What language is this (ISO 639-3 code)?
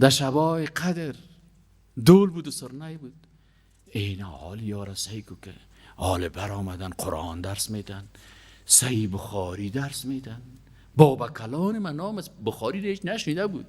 fas